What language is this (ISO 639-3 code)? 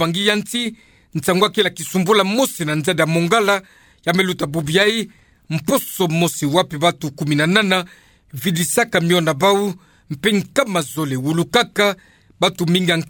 ktu